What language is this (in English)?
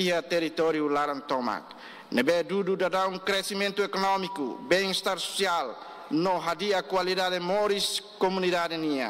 Tetum